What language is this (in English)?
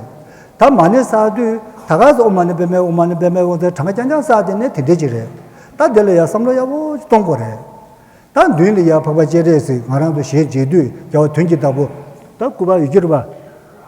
Tibetan